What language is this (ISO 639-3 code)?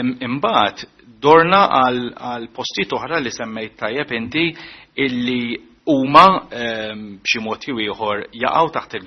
mlt